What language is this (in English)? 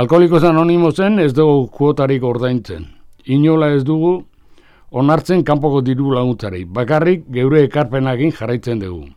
Basque